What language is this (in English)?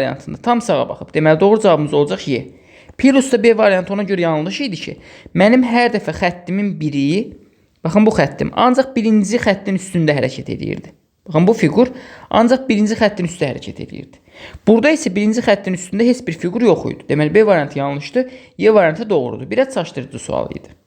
Azerbaijani